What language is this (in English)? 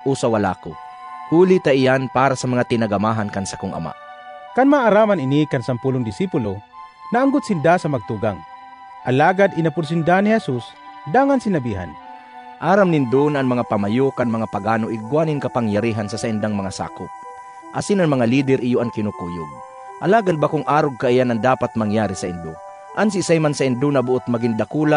Bikol